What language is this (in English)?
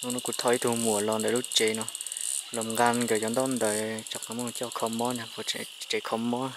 Hmong